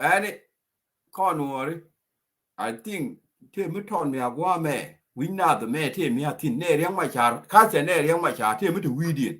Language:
Nuer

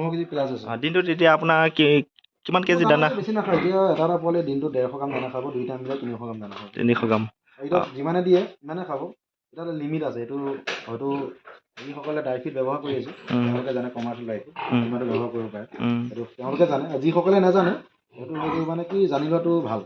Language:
Assamese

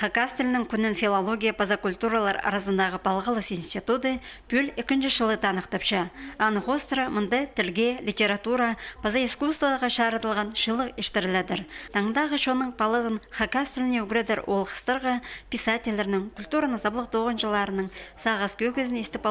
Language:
Khakas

